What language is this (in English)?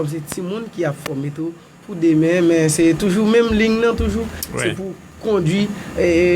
Haitian Creole